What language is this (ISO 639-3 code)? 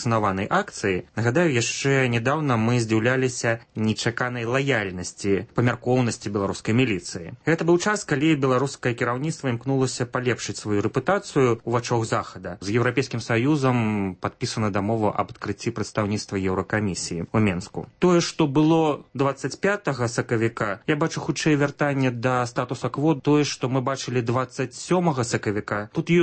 bel